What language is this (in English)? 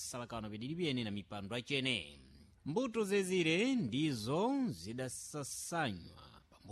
Sena